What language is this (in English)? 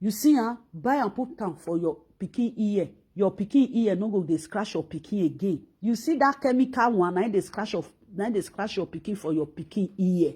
Nigerian Pidgin